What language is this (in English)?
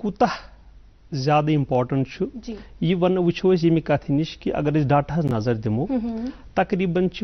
Kashmiri